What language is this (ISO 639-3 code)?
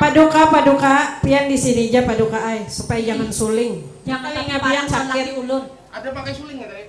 bjn